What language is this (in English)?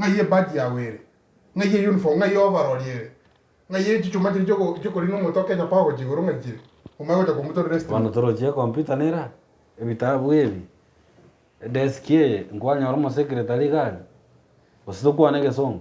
Gusii